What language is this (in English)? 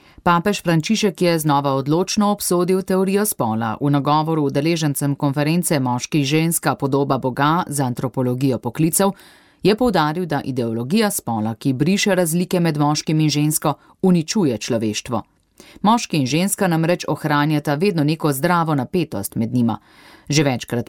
Slovenian